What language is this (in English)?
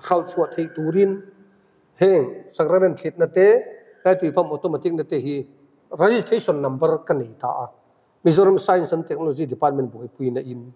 Mizo